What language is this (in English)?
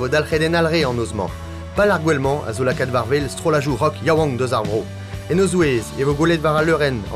Breton